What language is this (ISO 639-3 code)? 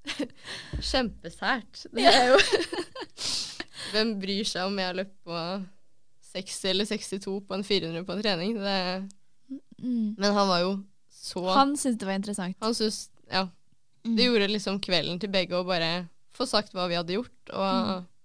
nor